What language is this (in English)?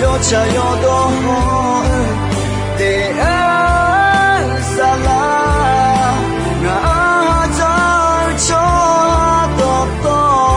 Akha